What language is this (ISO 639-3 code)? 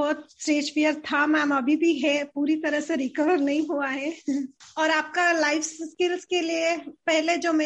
hin